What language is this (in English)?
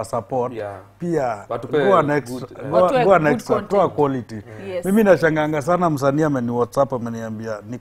Swahili